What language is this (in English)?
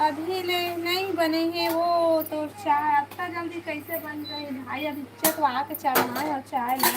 Chhattisgarhi